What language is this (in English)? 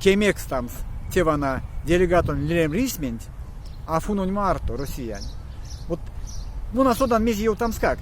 Erzya